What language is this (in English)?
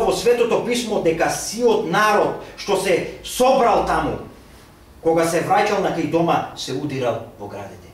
Macedonian